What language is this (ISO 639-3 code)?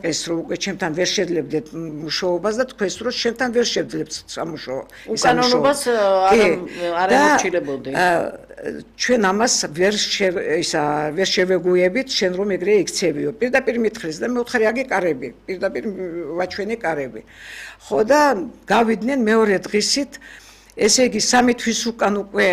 kat